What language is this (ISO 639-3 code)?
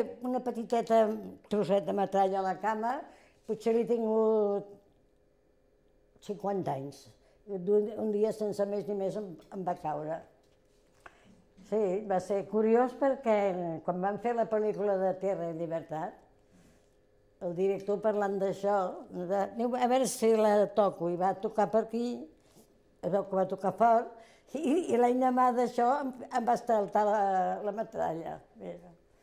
cat